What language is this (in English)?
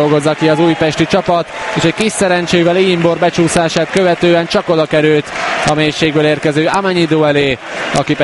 Hungarian